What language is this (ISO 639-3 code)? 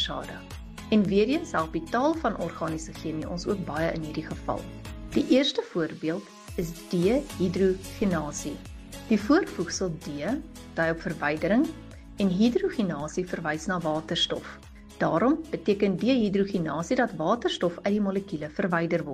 afr